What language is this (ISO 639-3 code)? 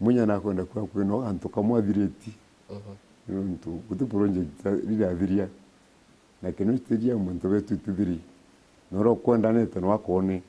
mer